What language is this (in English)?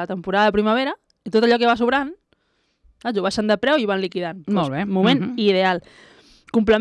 Catalan